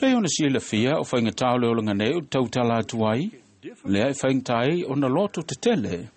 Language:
Samoan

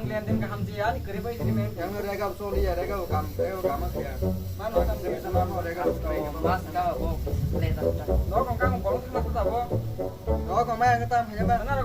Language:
Kok Borok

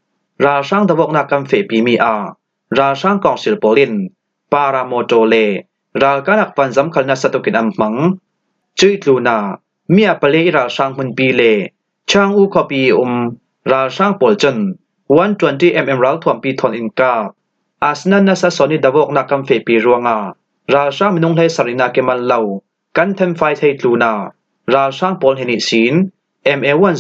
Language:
Falam Chin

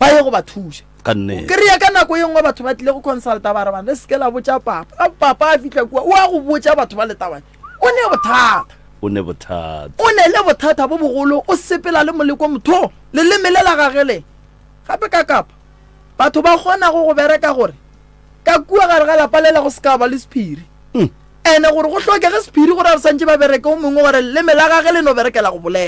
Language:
Northern Sotho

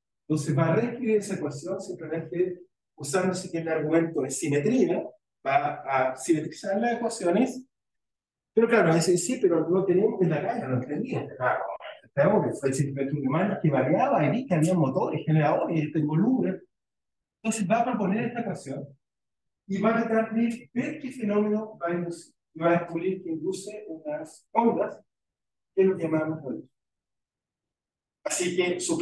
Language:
Spanish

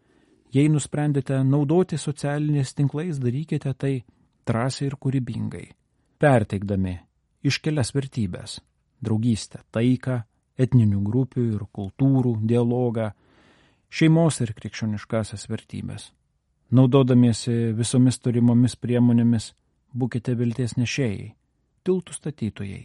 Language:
Lithuanian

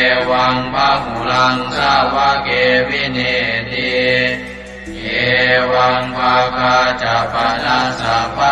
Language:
Pali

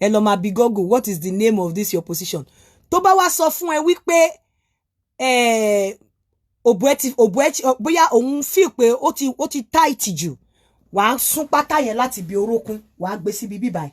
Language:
Yoruba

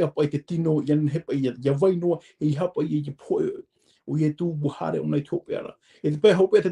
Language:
Tahitian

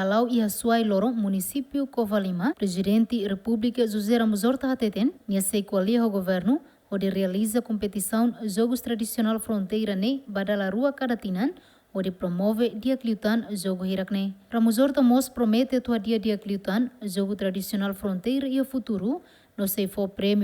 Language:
Tetum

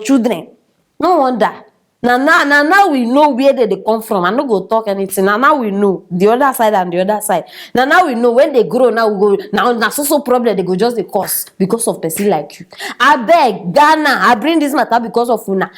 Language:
Nigerian Pidgin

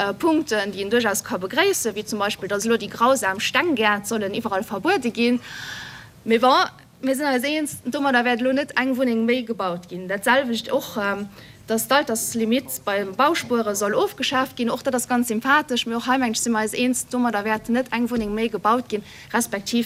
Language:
Luxembourgish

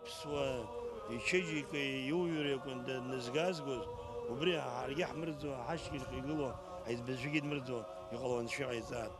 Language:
Abkhazian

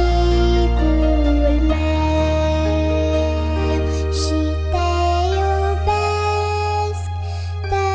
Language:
Romanian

